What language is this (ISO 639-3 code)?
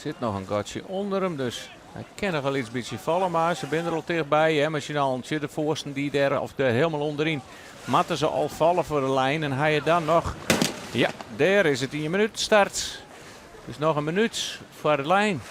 fry